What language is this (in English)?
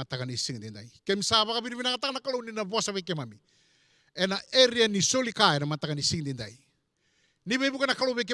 Fijian